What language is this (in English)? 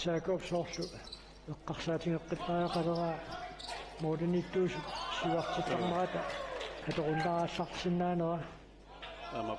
Kalaallisut